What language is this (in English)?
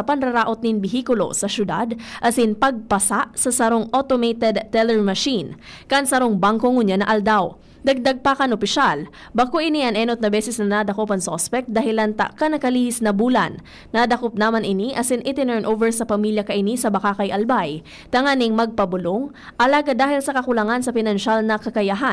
Bikol